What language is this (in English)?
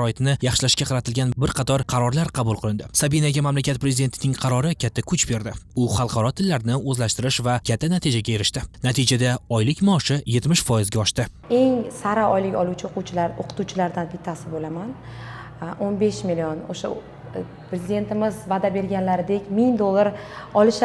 Uzbek